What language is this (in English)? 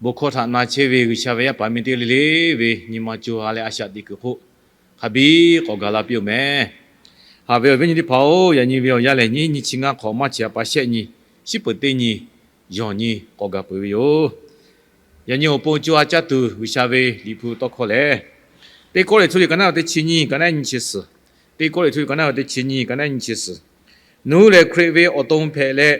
Lahu